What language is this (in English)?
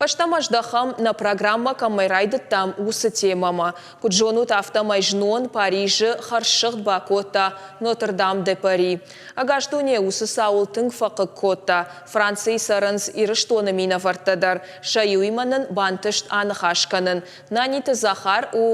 Ossetic